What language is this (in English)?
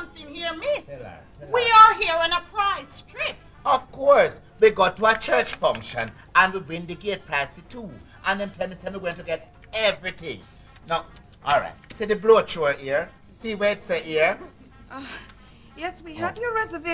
Jamaican Creole English